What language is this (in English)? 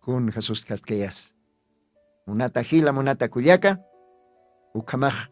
Aymara